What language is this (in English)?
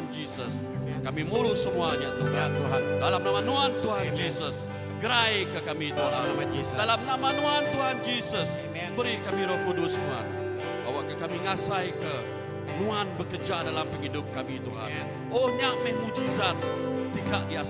Iban